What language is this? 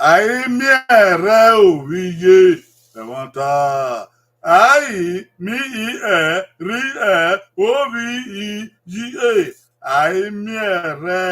Bini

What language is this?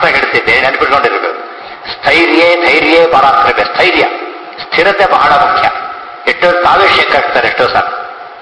Kannada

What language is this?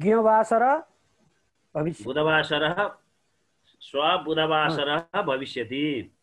Sanskrit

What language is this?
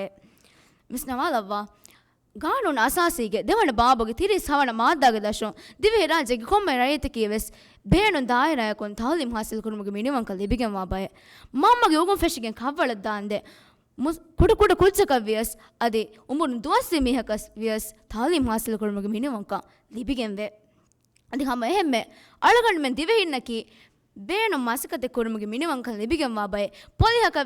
Divehi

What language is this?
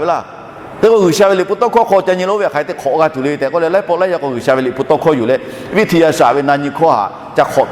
Lahu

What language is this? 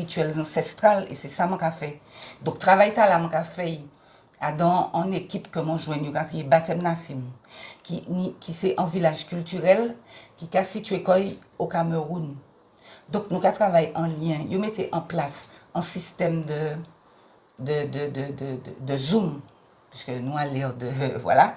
Guadeloupean Creole French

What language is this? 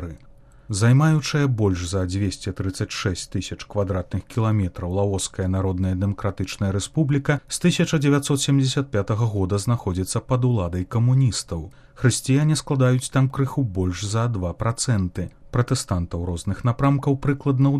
Belarusian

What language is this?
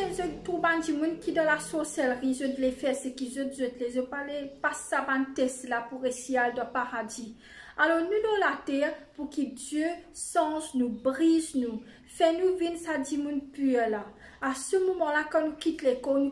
Morisyen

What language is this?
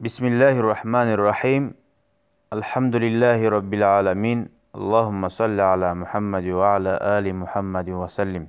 Kumyk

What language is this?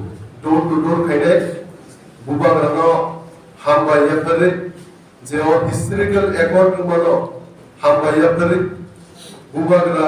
Kok Borok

